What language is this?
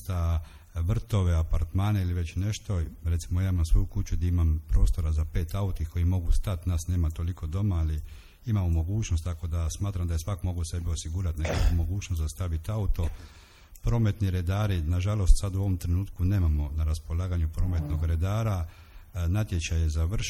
Croatian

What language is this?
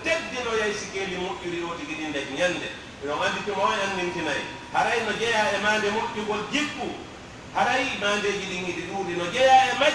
Pular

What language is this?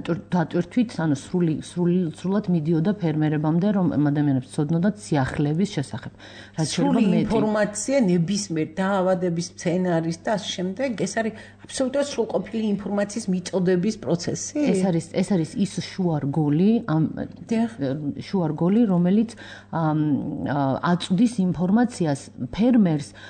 Georgian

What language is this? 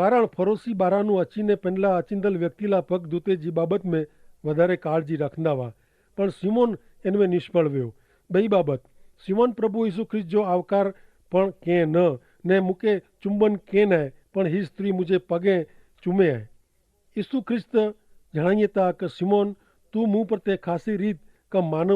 Kachhi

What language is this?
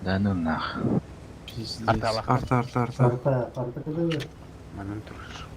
Yakut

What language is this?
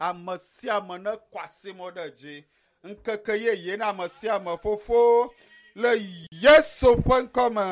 Ewe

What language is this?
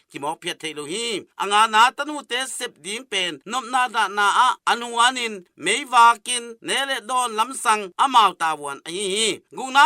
Tedim Chin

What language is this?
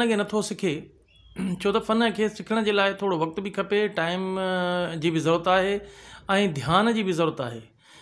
Sindhi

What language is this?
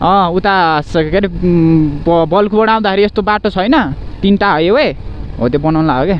Nepali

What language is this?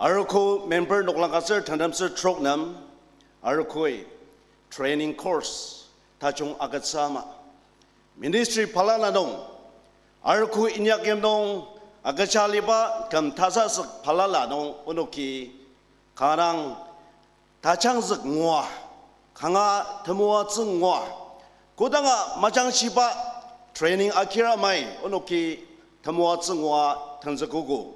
Ao Naga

